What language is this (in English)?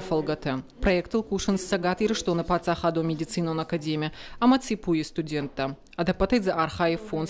Ossetic